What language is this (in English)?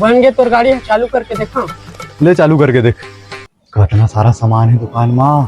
Chhattisgarhi